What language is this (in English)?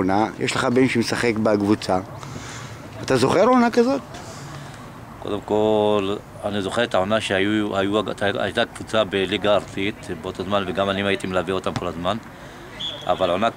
Hebrew